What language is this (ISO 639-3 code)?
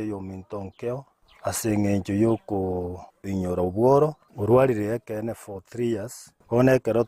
guz